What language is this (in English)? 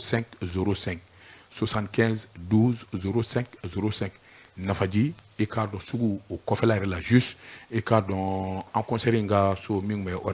Bambara